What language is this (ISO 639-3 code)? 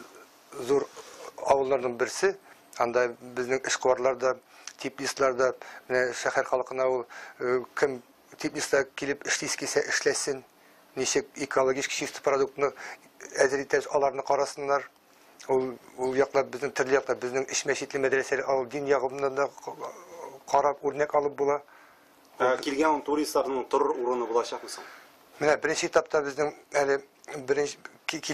tat